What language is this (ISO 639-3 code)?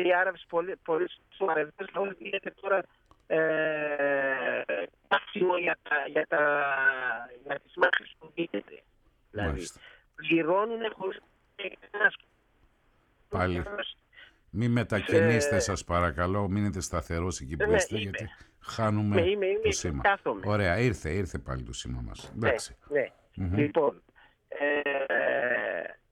ell